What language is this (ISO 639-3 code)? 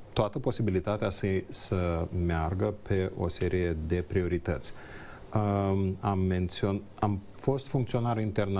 ron